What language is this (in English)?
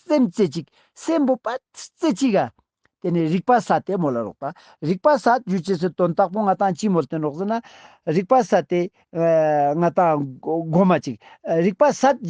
Ladakhi